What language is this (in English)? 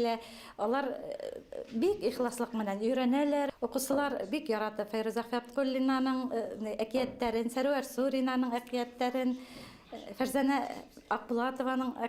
Bashkir